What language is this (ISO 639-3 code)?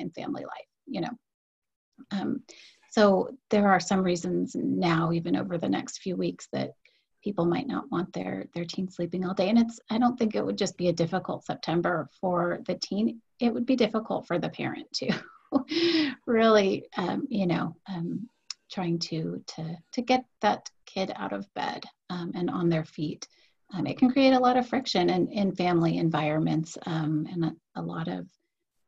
eng